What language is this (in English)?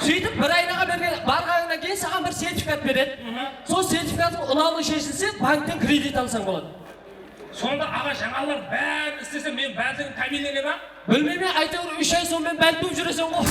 Kara-Kalpak